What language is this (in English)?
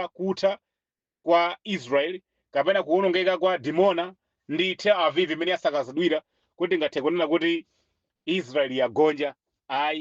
Nyanja